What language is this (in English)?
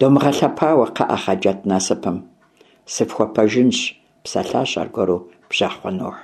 Kabardian